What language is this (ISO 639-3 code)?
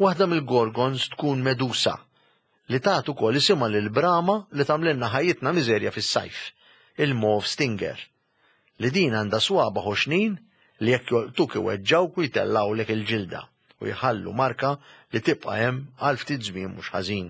mlt